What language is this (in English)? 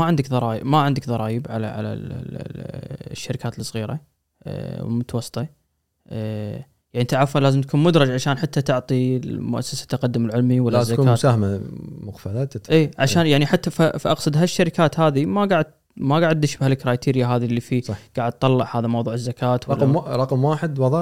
Gulf Arabic